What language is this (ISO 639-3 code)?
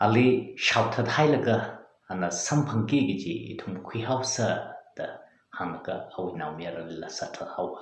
nmf